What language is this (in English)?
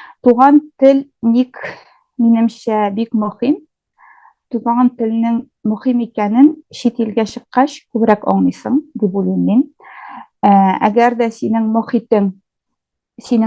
Tatar